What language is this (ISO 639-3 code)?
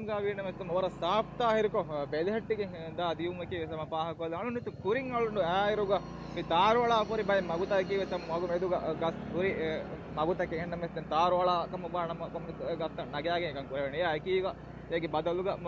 div